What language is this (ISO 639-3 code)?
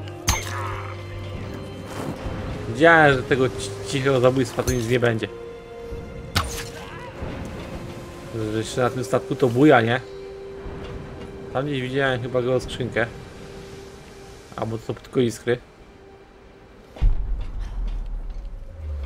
pol